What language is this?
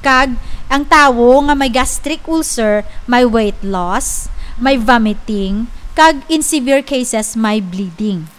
Hiligaynon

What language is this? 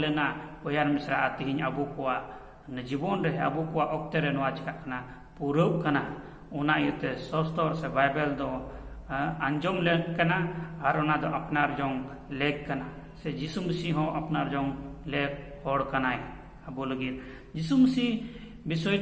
Santali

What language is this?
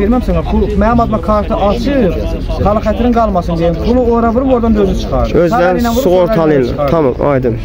Azerbaijani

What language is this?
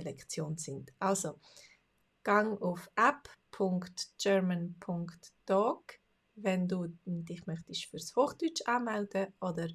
Swiss German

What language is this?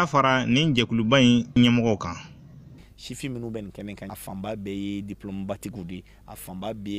Bambara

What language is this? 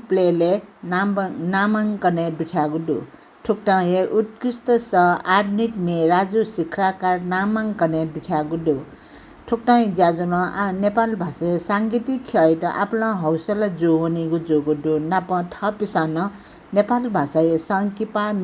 Newari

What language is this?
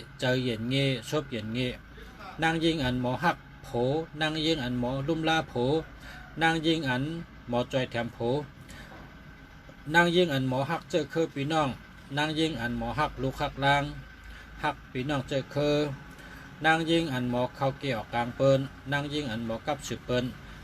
Shan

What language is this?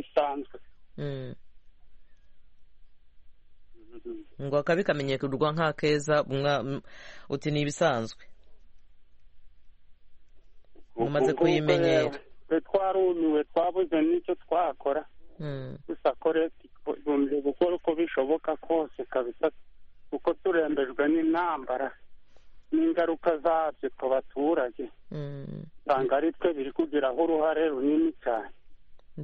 Kinyarwanda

